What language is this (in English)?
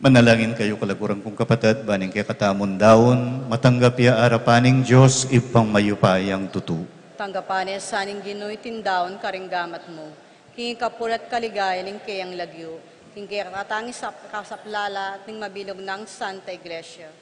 Pampanga